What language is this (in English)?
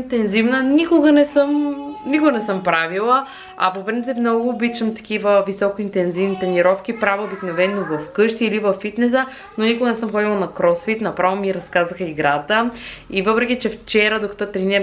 Bulgarian